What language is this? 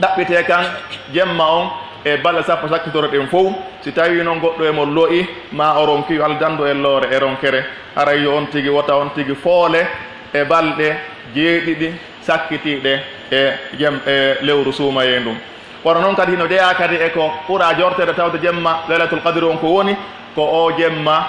Pular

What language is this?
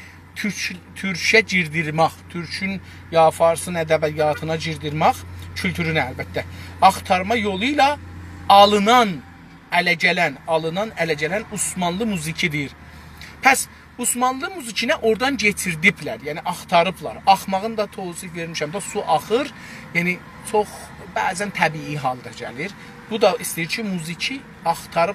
South Azerbaijani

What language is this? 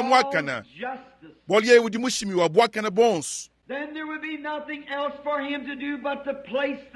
Luba-Lulua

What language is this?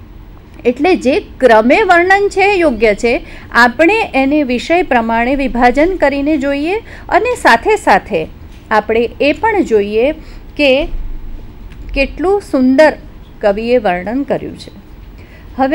Gujarati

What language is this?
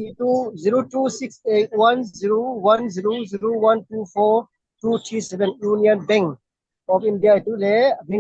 Falam Chin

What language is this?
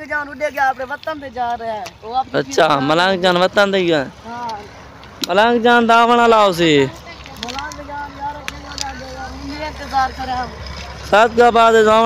Saraiki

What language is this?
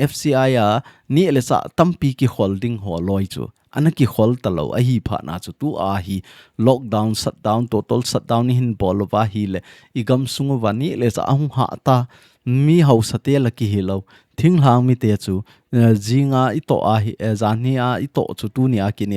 Thado Chin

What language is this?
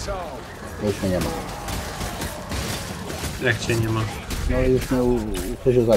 Polish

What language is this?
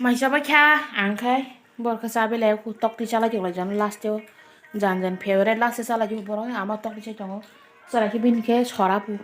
Kok Borok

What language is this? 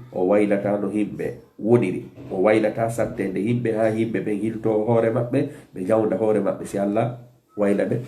Fula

